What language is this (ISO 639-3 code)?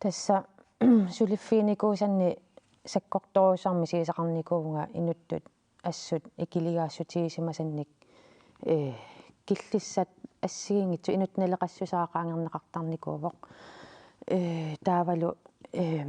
kal